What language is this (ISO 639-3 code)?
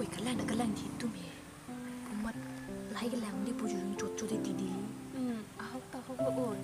mjw